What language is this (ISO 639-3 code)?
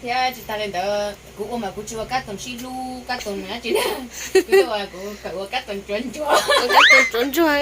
hmn